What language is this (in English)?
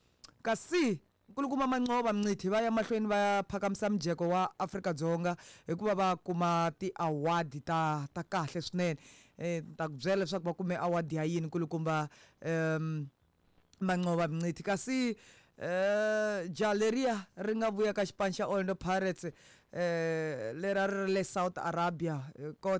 Tsonga